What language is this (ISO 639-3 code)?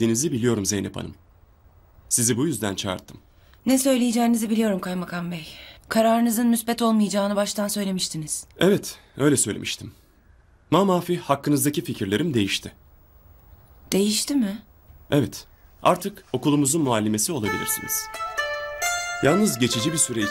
tur